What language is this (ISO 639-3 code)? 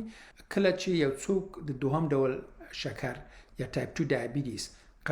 pus